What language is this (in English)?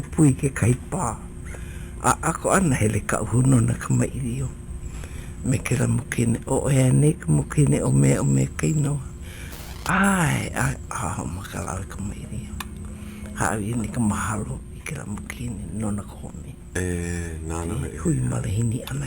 Hawaiian